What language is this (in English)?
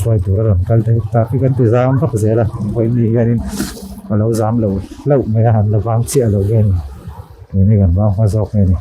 Mizo